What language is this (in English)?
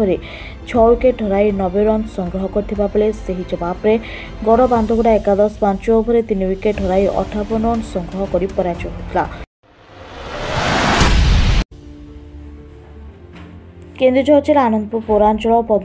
Odia